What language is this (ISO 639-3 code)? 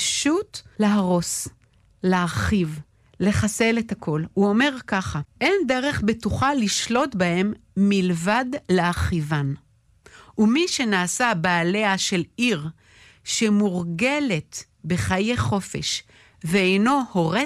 heb